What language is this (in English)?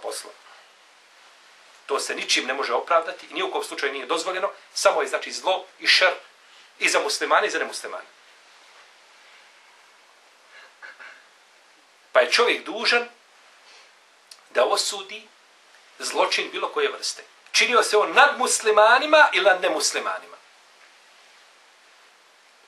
Bosnian